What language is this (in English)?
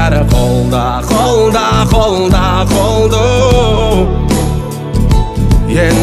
Kazakh